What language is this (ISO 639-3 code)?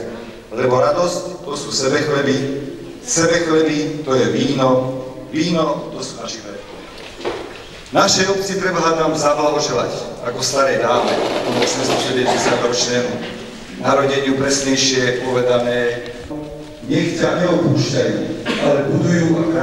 slk